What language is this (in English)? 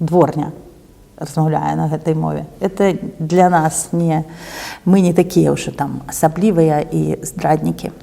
Belarusian